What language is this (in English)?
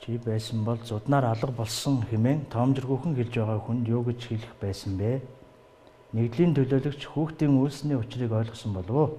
Mongolian